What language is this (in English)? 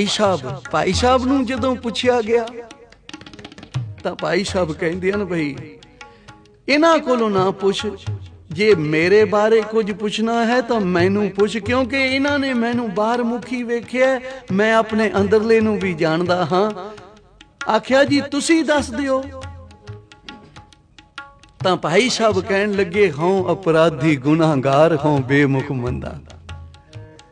Punjabi